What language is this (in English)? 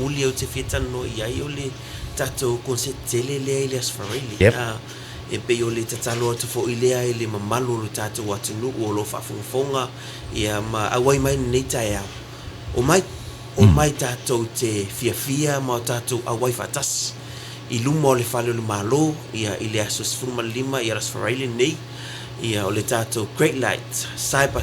Samoan